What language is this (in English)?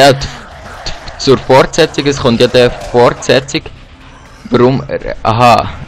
Swiss German